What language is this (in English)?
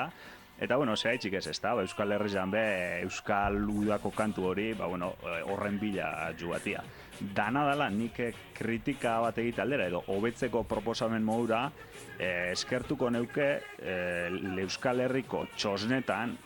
Basque